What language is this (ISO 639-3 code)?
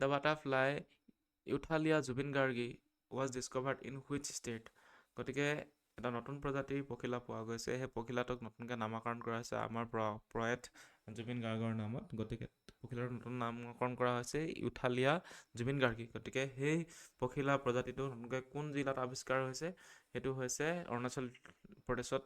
asm